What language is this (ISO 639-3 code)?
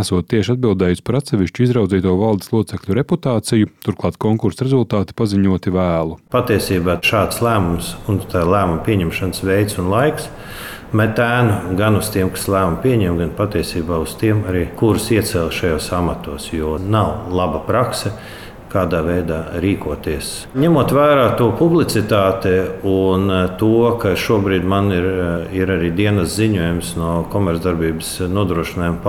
lav